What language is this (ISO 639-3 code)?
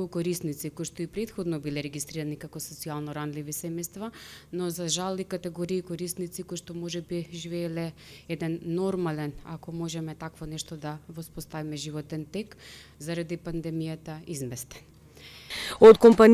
mkd